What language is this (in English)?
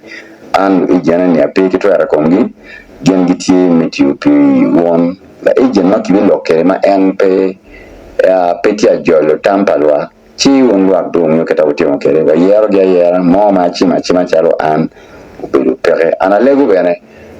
Acoli